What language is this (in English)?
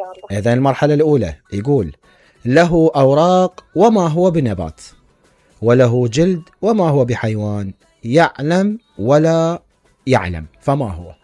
Mesopotamian Arabic